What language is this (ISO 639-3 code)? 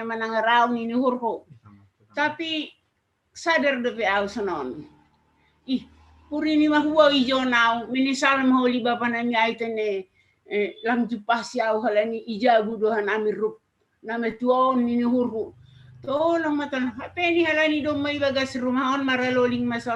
bts